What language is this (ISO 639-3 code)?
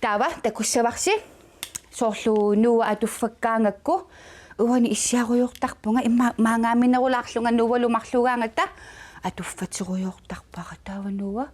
kal